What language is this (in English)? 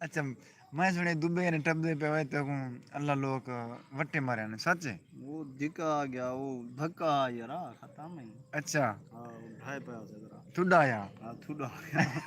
Saraiki